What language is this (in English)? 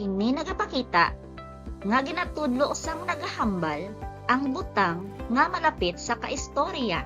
Hiligaynon